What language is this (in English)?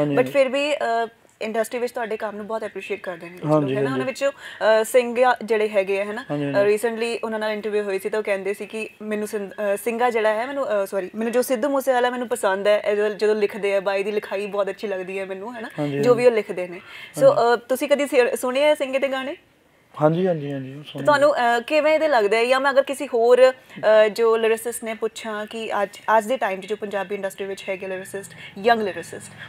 Punjabi